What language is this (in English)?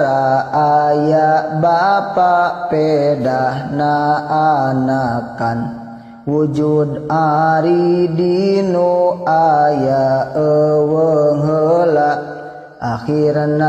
Sundanese